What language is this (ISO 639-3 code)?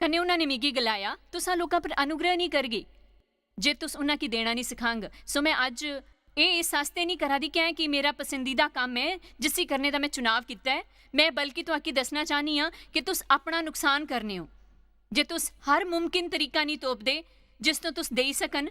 doi